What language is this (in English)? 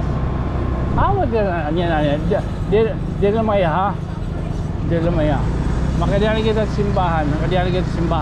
Waray